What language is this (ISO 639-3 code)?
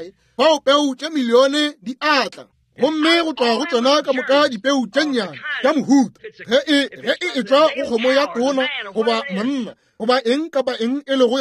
nso